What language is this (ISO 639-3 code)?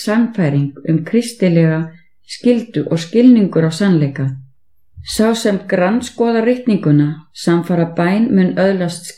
isl